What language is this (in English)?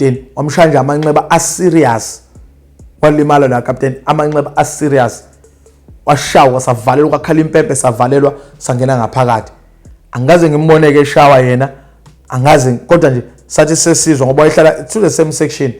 Zulu